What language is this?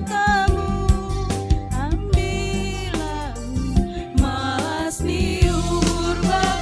Batak Simalungun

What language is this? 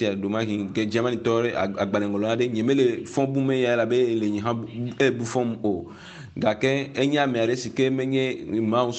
Ewe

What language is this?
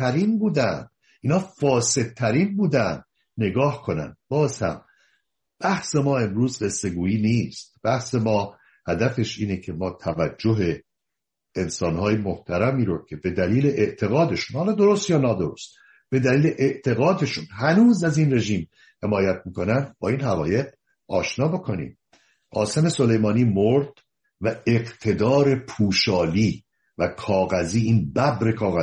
Persian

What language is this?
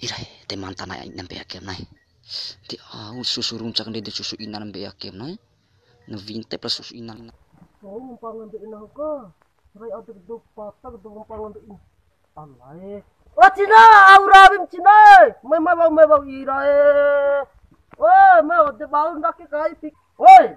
Bima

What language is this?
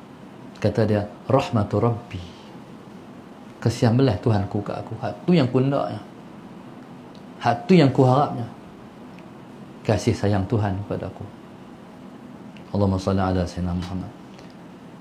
Malay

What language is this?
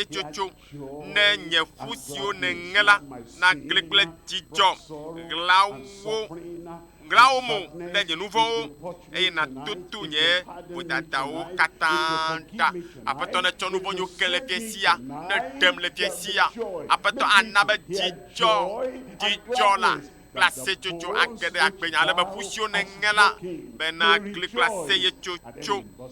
Ewe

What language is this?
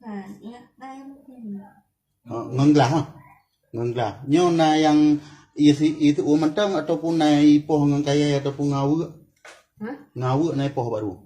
Achinese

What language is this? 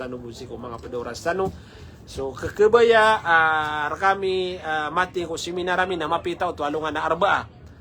Maranao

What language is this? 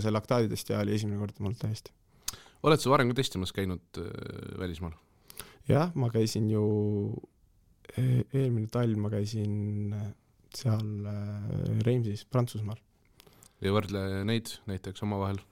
Estonian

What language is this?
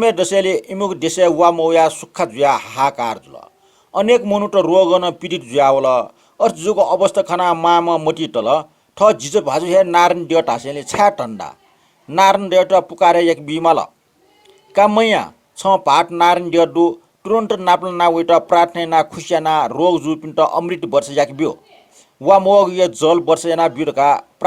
Newari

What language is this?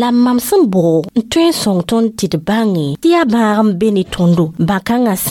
Mossi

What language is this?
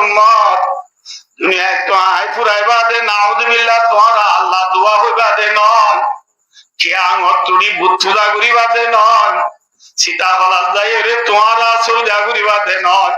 Rohingya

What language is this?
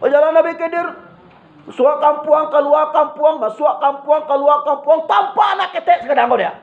Minangkabau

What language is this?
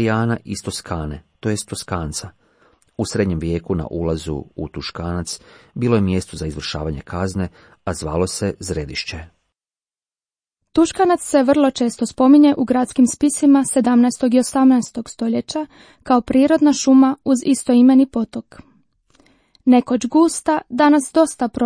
Croatian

